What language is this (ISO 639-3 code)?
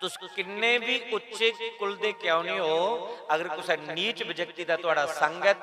doi